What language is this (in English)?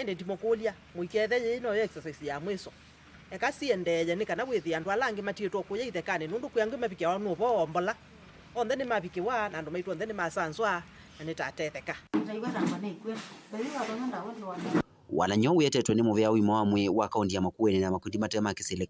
Kamba